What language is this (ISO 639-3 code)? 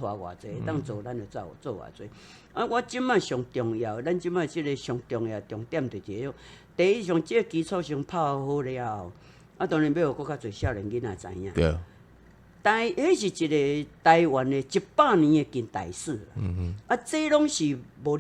nan